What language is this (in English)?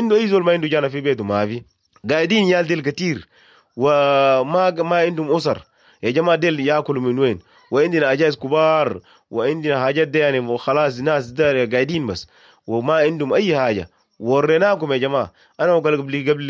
Sudanese Arabic